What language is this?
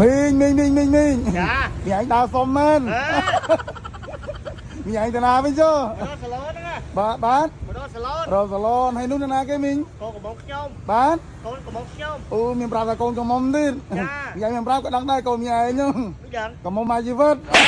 Khmer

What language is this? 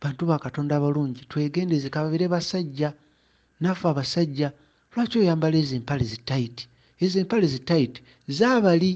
Ganda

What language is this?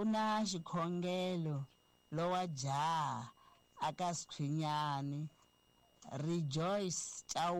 Tsonga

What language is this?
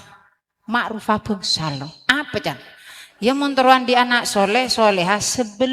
Madurese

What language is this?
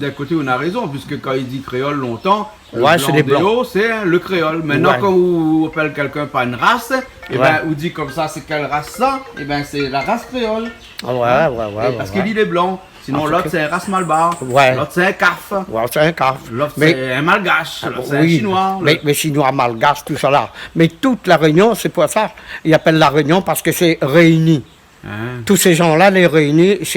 Réunion Creole French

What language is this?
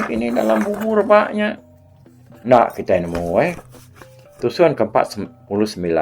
Iban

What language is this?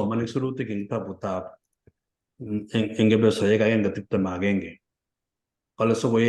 Kalenjin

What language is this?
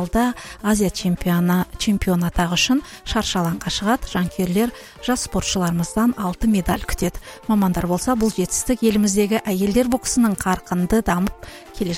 Kazakh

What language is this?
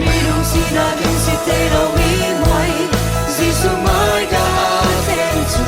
Falam Chin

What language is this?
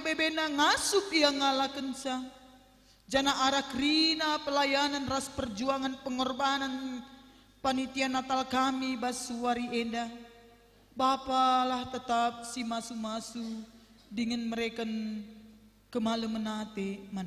Batak Karo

